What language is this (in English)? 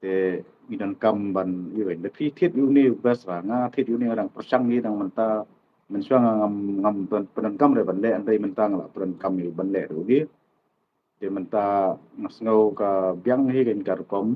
Khasi